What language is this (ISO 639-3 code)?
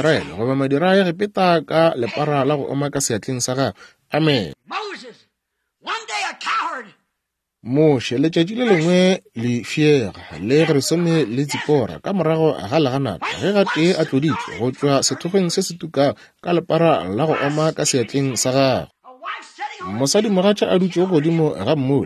nso